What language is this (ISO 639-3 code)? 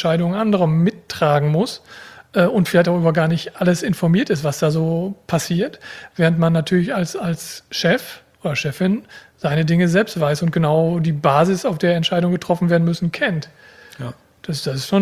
deu